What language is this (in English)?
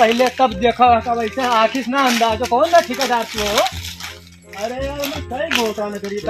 Awadhi